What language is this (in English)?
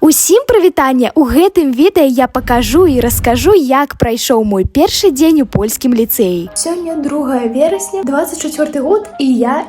Belarusian